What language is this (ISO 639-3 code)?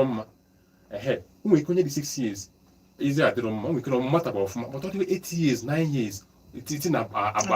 ibo